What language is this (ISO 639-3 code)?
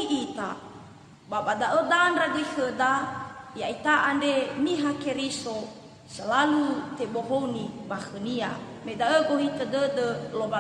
nia